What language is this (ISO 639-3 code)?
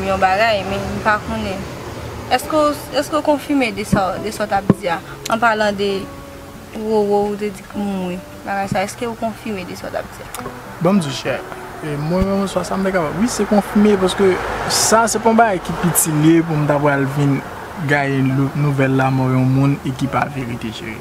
hat